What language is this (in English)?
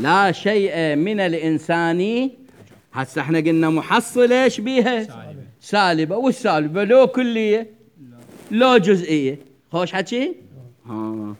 Mesopotamian Arabic